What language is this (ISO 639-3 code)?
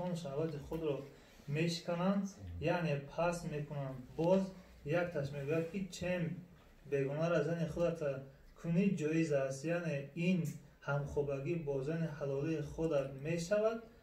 tgk